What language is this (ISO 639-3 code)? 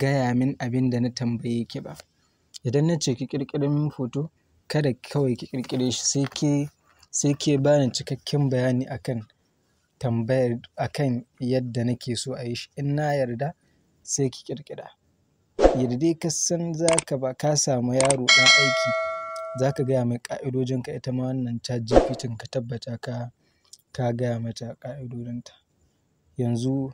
hau